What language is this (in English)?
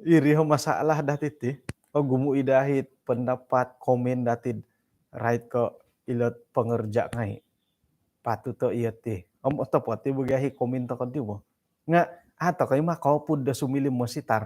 Central Dusun